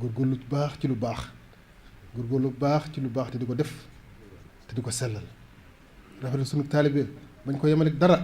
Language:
Wolof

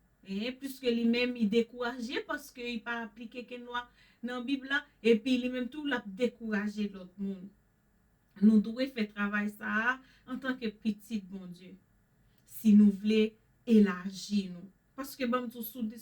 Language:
Haitian Creole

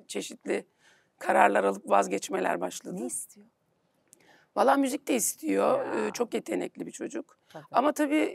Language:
Turkish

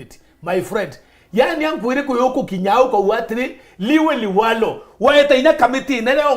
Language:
Meru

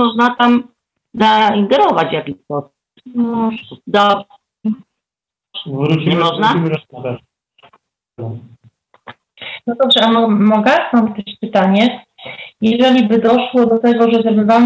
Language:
Polish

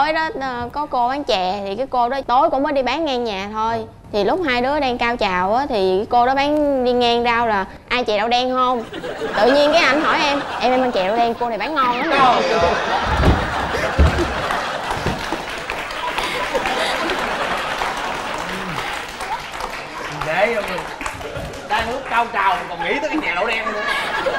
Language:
Vietnamese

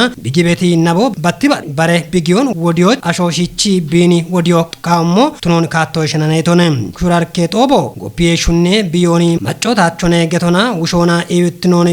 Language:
Kafa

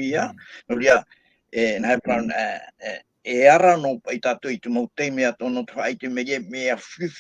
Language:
Tahitian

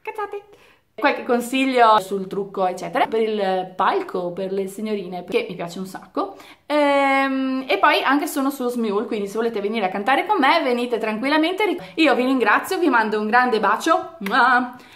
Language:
Italian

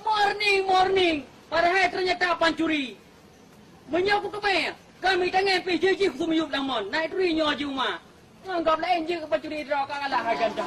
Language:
Achinese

